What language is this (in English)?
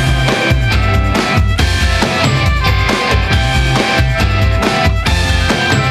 Kazakh